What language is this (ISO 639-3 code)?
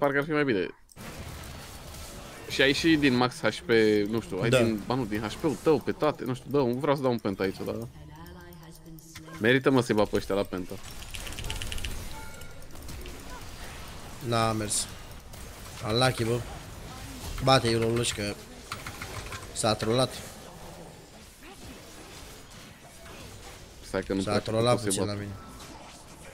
ron